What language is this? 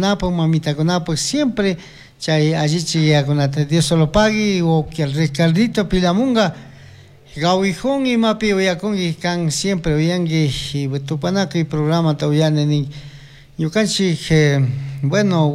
Chimborazo Highland Quichua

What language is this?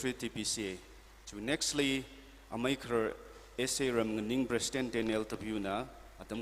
Tangkhul Naga (India)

